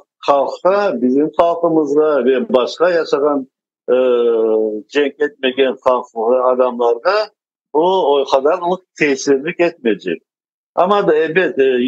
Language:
Crimean Tatar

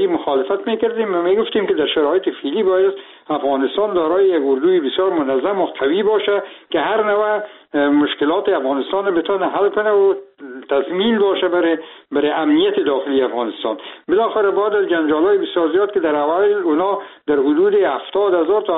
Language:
Persian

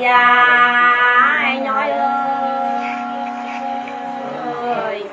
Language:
Nung (Viet Nam)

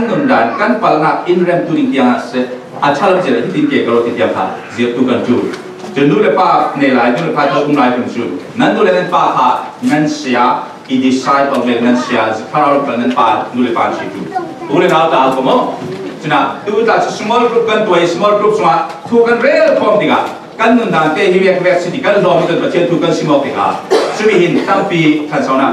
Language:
Falam Chin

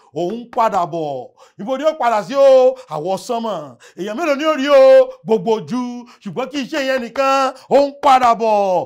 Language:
Yoruba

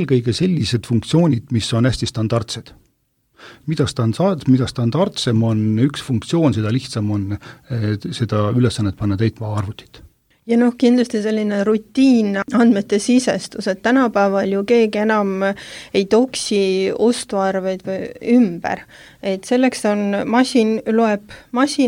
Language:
Estonian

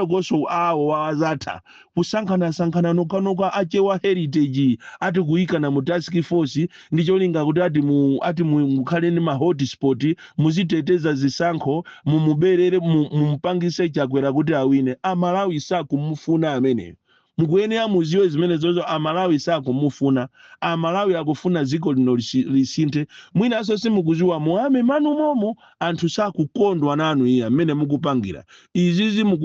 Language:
Nyanja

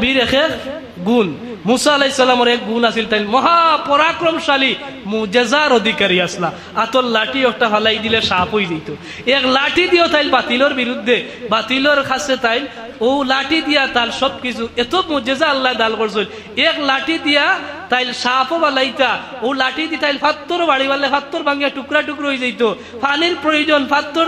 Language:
Sylheti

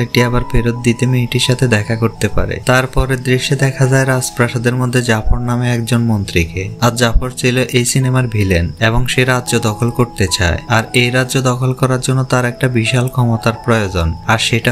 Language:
Bangla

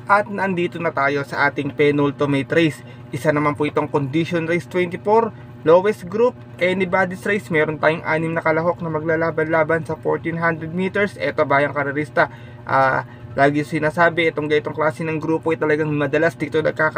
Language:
Filipino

